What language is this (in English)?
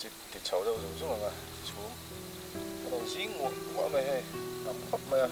Mizo